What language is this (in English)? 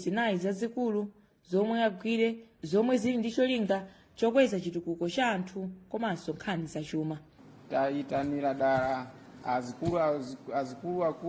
Nyanja